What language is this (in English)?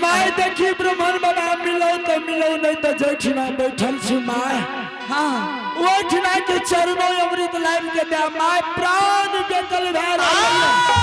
Angika